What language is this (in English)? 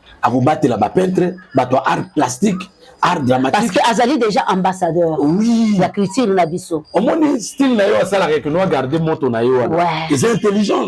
Lingala